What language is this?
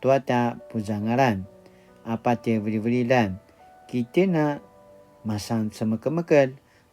Paiwan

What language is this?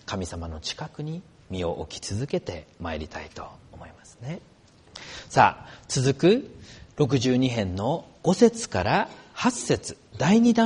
Japanese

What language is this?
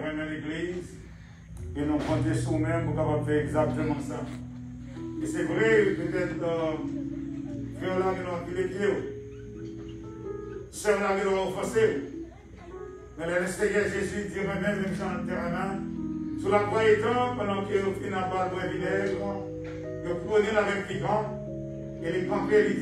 French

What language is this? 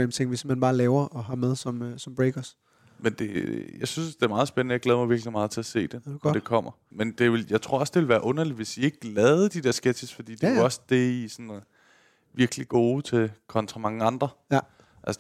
Danish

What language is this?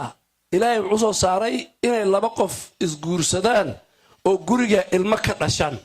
Somali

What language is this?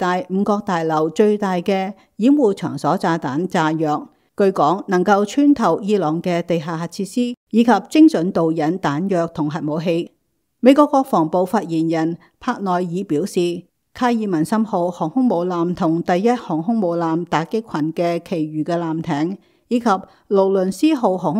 Cantonese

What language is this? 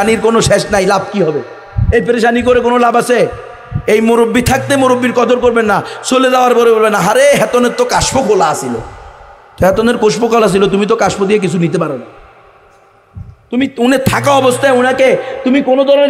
Bangla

